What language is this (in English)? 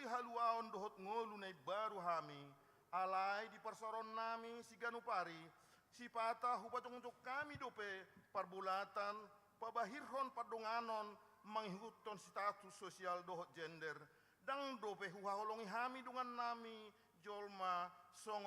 Batak Toba